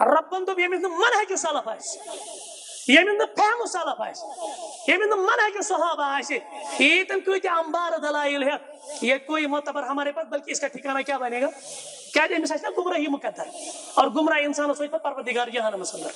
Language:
Kashmiri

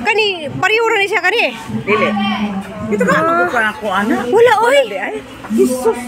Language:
Cebuano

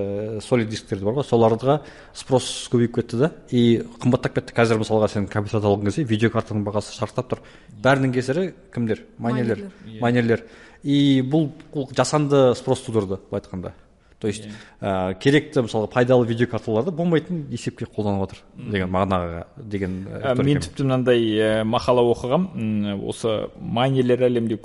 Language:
Kazakh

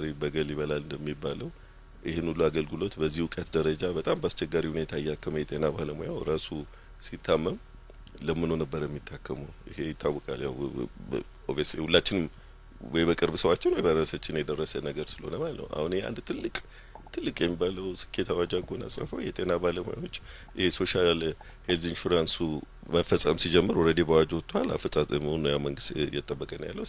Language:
Amharic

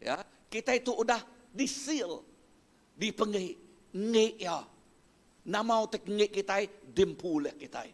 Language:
Iban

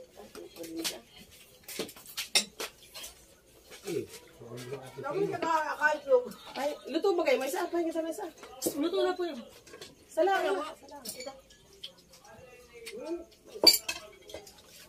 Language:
Filipino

